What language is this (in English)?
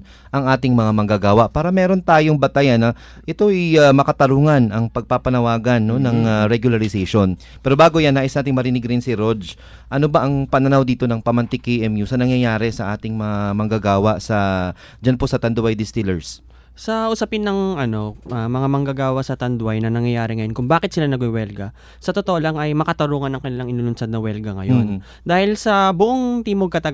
Filipino